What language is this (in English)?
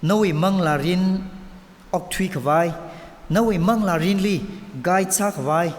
Tangkhul Naga (India)